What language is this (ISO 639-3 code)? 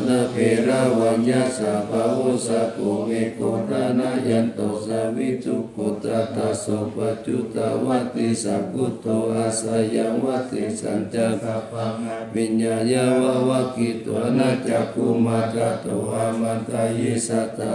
pli